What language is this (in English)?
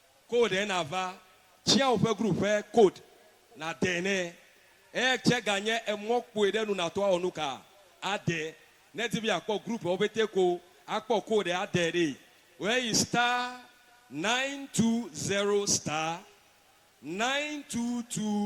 Ewe